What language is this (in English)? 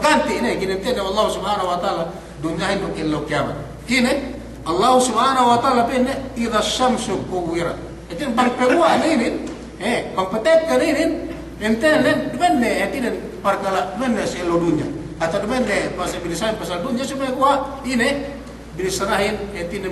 Yakan